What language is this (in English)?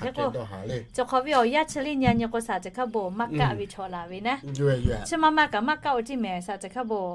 Lahu